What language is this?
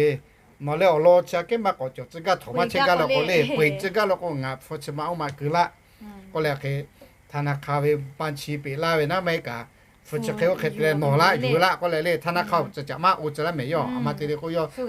Lahu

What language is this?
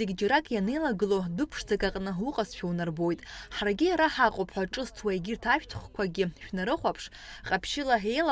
Abkhazian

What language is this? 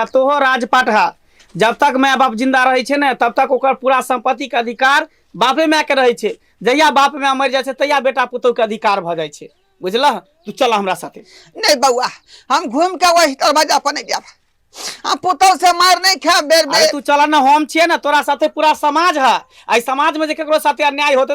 Maithili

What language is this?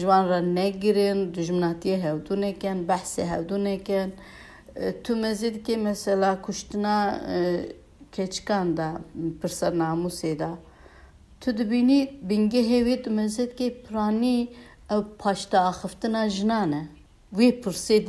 Kurdish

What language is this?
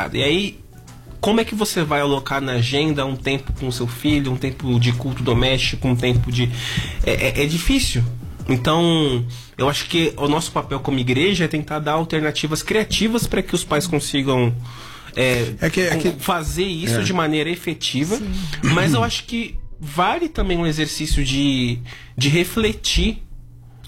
Portuguese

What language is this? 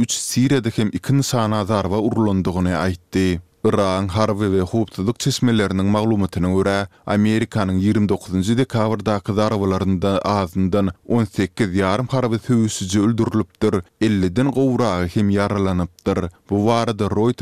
Turkmen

